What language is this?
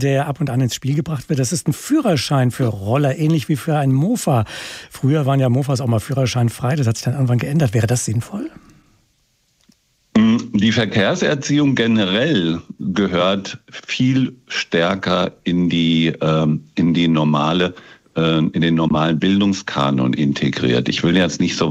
German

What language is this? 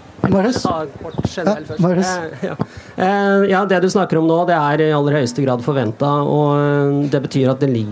Norwegian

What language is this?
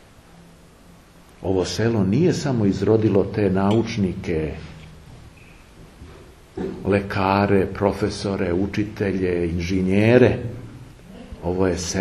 Serbian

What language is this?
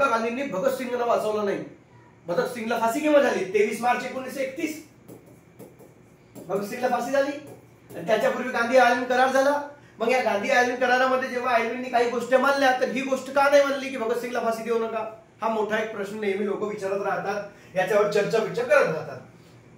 Marathi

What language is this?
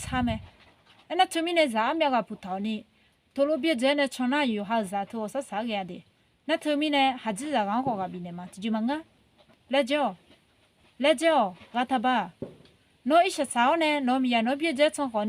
Akha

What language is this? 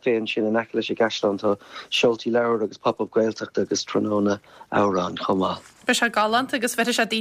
Irish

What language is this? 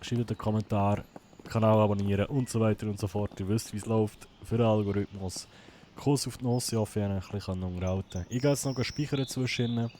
Swiss German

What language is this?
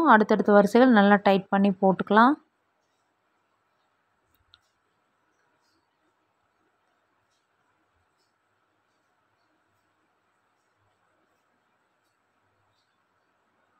Tamil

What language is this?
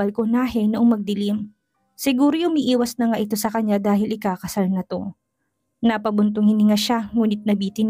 Filipino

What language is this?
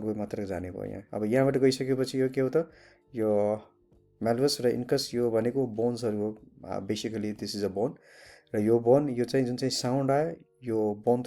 Nepali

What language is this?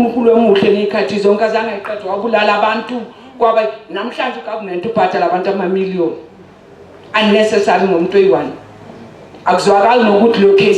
Zulu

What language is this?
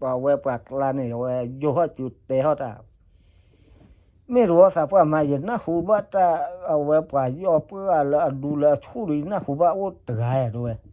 S'gaw Karen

